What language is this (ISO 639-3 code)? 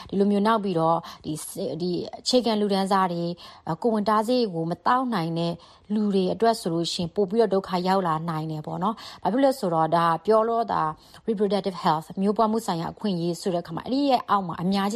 mya